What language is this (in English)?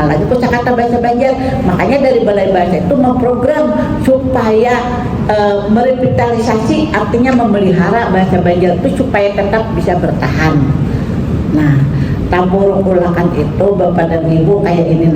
Banjar